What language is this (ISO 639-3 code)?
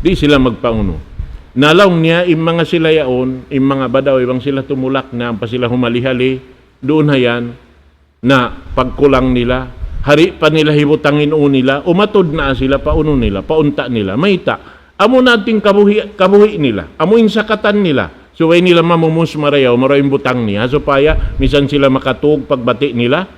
tsg